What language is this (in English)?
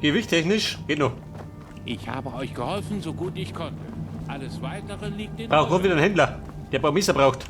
Bavarian